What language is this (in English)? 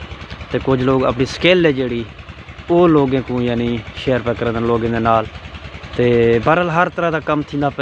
Saraiki